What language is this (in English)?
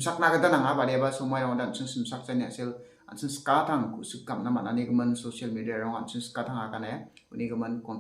Garo